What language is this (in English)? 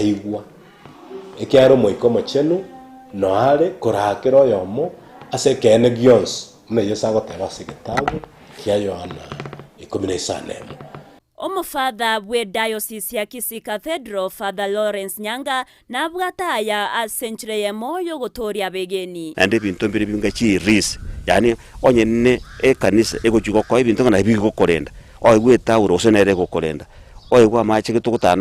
Gusii